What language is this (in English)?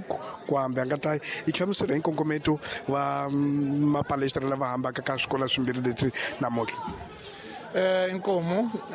Tsonga